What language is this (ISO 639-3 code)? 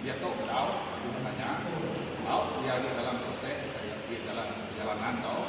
iba